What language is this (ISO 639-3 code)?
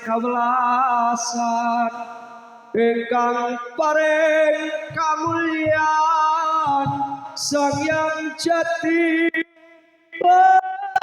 jav